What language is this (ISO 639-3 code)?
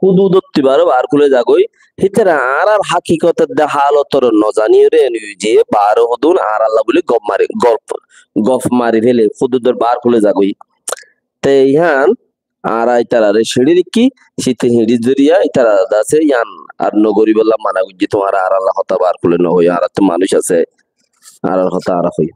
rhg